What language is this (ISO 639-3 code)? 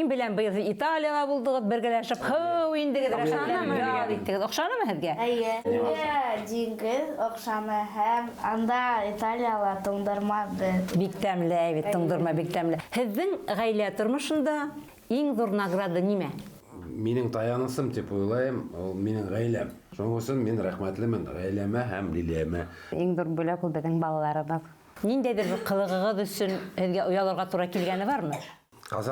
bak